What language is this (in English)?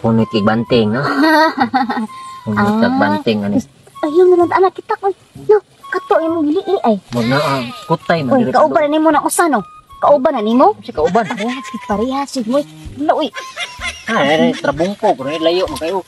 Cebuano